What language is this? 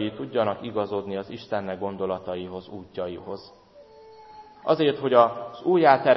Hungarian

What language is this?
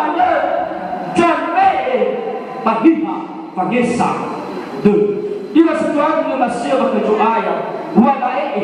Nias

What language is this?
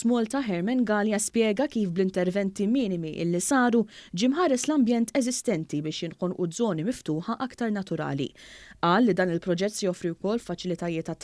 Maltese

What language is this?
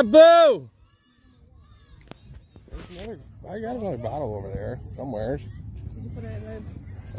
English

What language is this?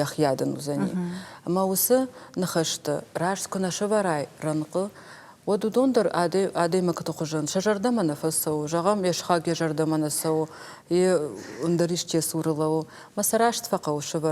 Ossetic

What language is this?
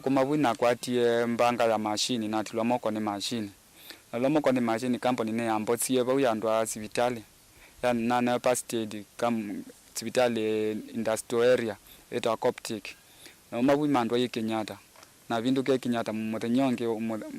Kamba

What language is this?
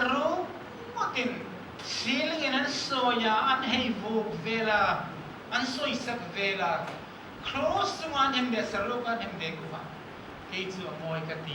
Hmar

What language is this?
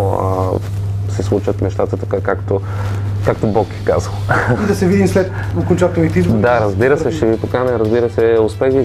Bulgarian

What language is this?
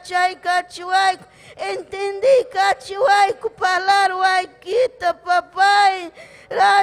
Ayacucho Quechua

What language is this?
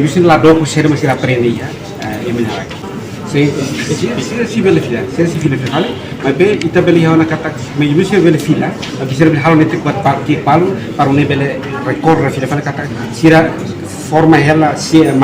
Tetum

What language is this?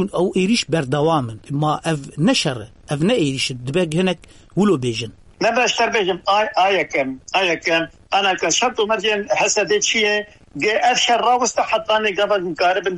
Kurdish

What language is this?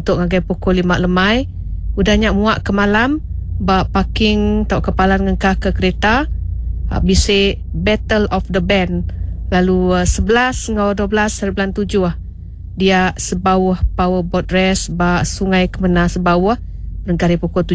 Iban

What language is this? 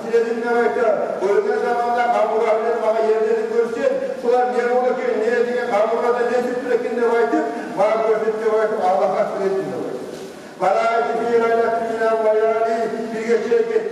Kumyk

